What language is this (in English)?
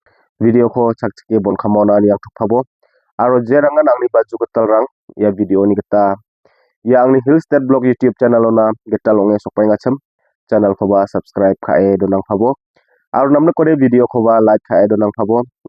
Garo